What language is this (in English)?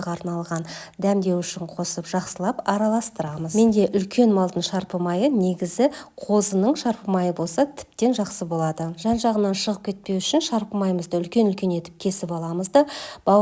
Kazakh